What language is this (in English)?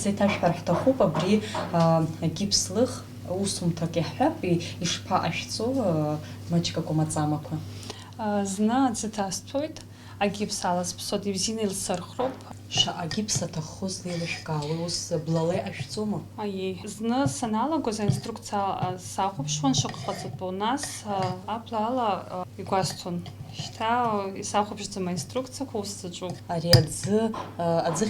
Abkhazian